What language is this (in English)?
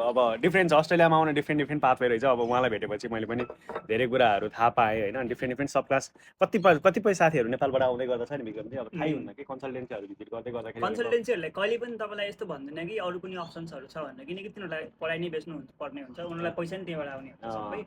Nepali